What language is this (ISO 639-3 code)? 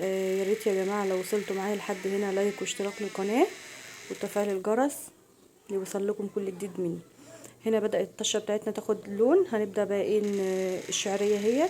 arz